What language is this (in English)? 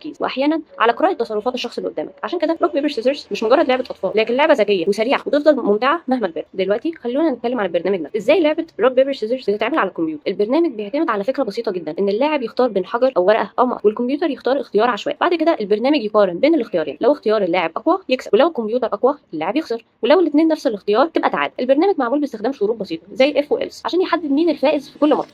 Egyptian Arabic